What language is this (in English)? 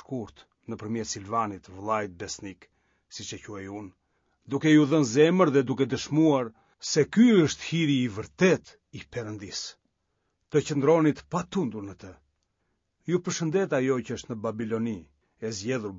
Albanian